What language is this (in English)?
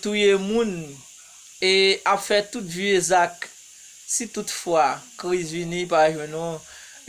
Haitian Creole